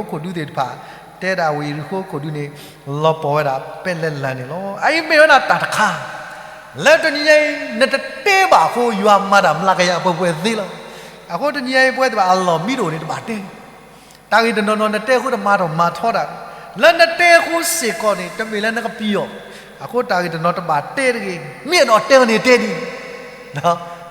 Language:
S'gaw Karen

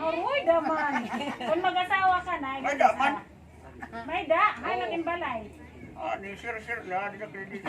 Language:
Waray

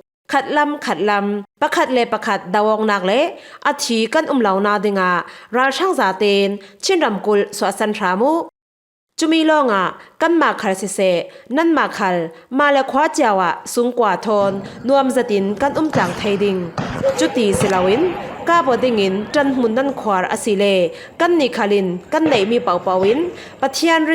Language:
Falam Chin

